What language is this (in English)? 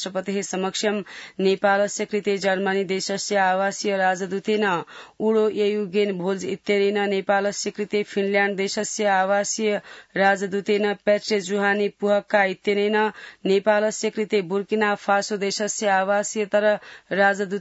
Sanskrit